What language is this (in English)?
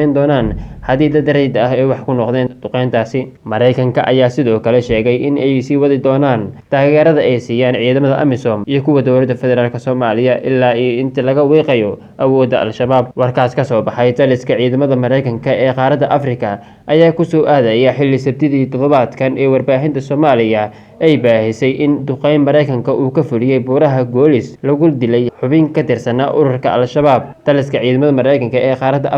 Somali